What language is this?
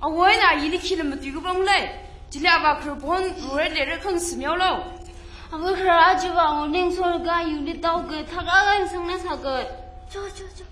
Tangkhul Naga (India)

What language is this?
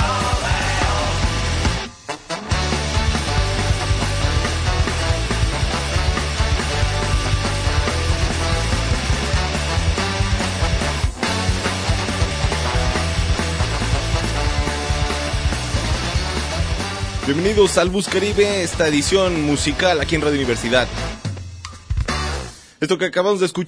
Spanish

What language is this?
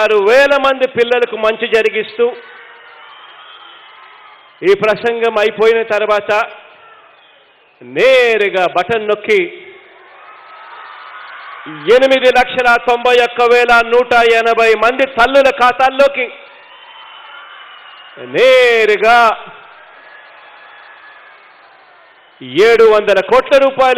Telugu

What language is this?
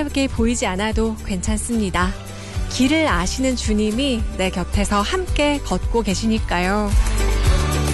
Korean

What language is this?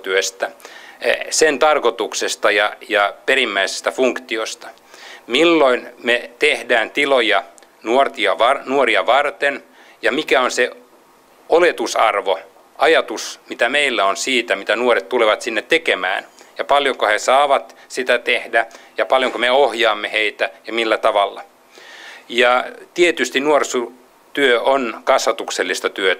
Finnish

